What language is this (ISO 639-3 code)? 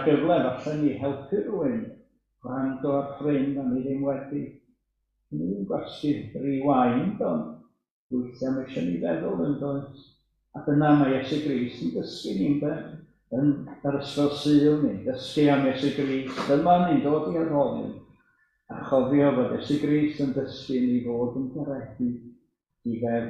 cym